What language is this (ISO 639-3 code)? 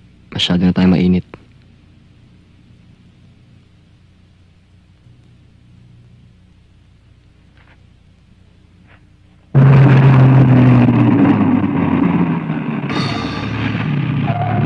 fil